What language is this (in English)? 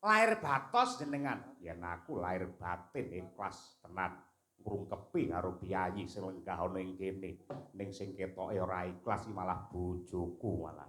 Javanese